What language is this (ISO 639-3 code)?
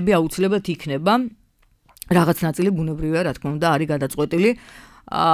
kat